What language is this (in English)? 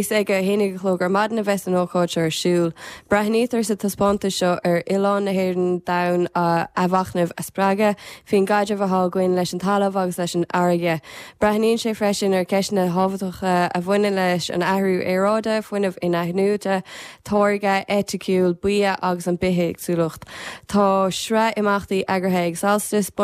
Irish